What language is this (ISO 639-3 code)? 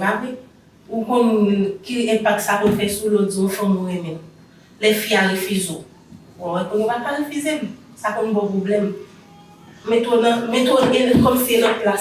hat